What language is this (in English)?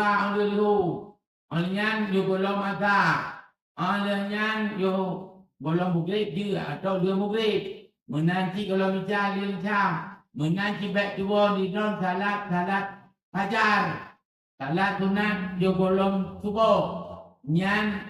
Achinese